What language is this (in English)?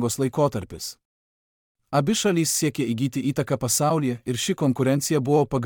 Lithuanian